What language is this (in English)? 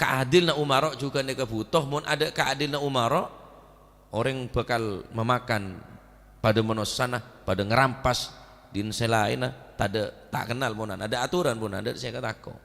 Madurese